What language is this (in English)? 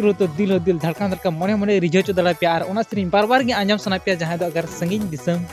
Santali